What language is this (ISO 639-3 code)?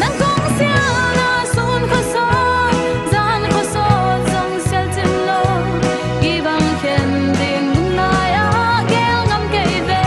ctd